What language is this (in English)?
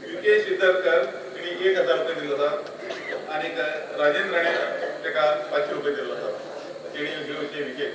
Konkani